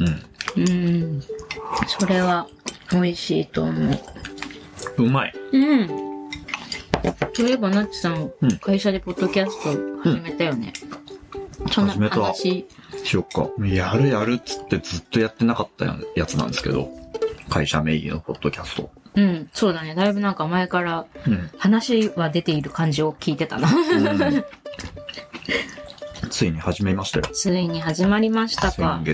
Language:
Japanese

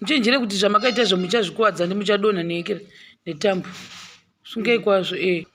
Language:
Shona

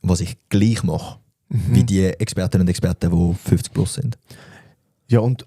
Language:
Swiss German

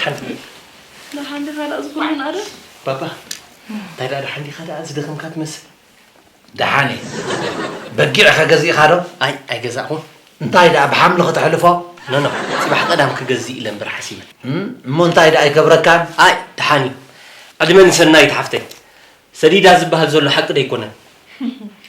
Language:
Tigrinya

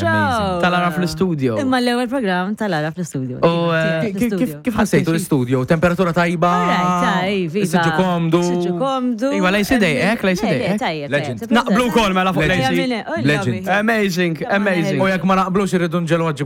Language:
Maltese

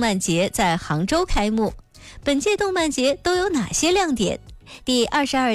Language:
Chinese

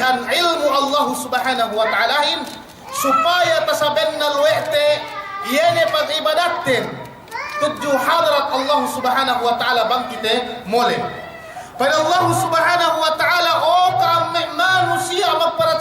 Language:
Yakan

